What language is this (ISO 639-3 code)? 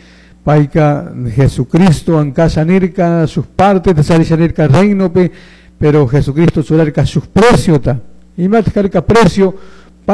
qug